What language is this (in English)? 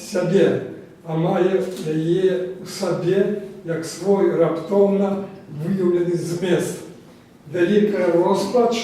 Belarusian